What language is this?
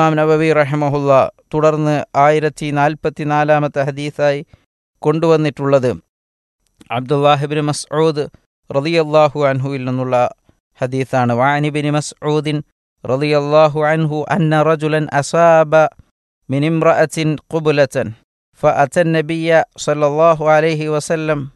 Malayalam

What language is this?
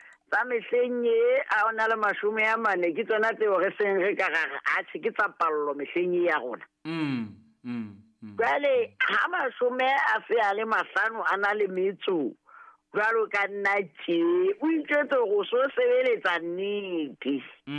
Southern Sotho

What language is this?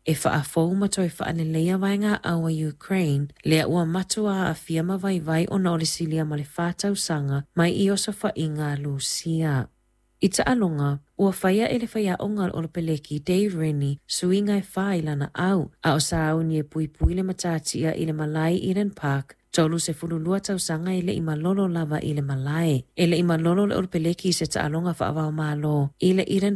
Samoan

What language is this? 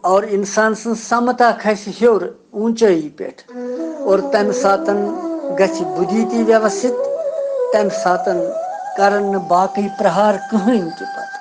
Kashmiri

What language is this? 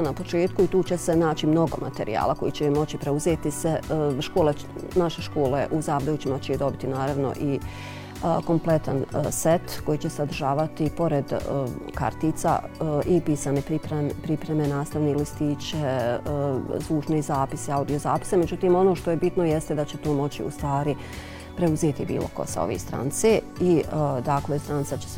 Bosnian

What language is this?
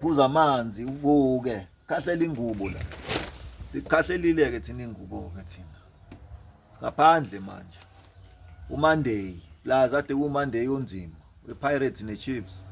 Zulu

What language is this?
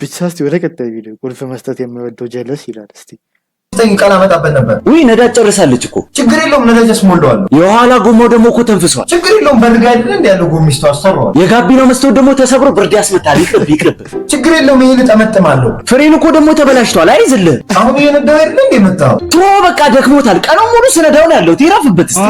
Amharic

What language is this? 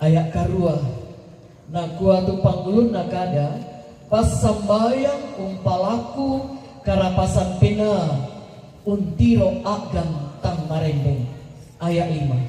Toraja-Sa'dan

